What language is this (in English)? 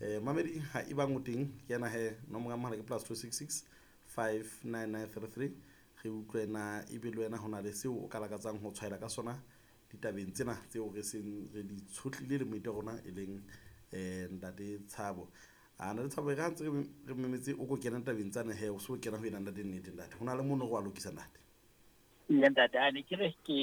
Southern Sotho